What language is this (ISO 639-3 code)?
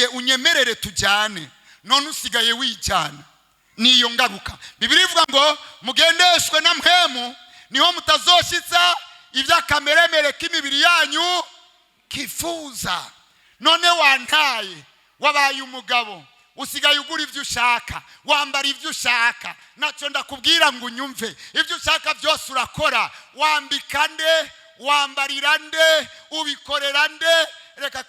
run